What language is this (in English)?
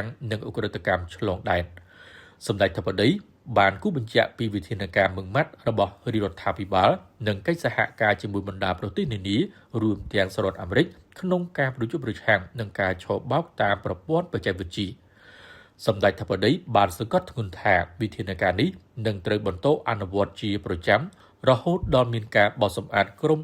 Khmer